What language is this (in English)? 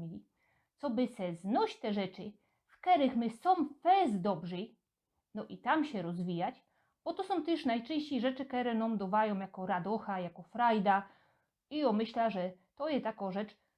Silesian